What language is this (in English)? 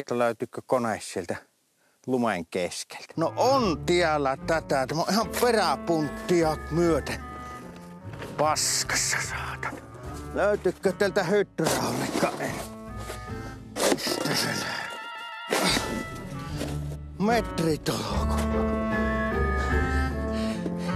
Finnish